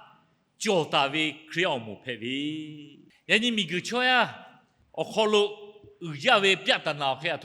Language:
Lahu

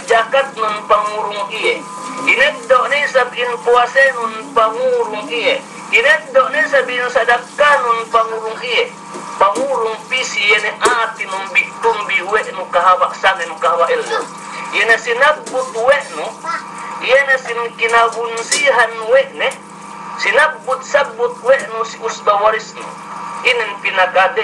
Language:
Yakan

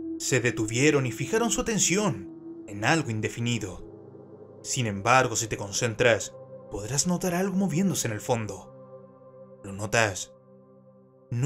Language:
Spanish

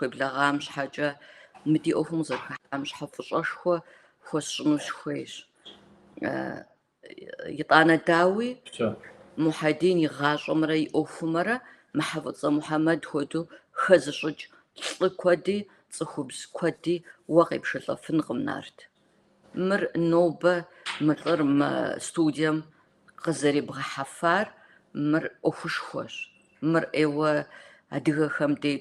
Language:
Kabardian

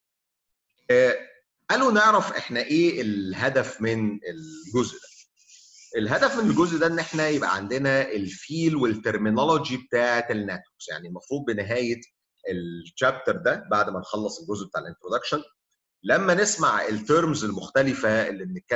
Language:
Egyptian Arabic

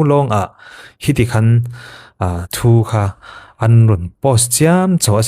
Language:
Falam Chin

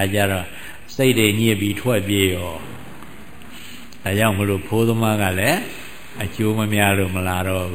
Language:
Burmese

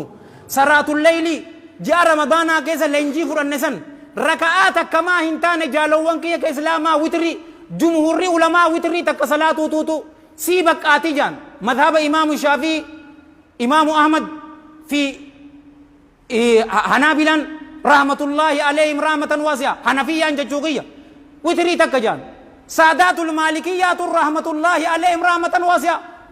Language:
Oromo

